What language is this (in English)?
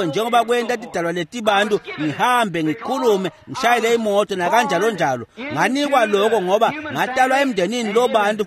Swati